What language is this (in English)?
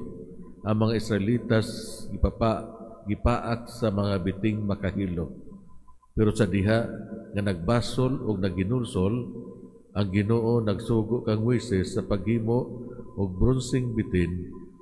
Cebuano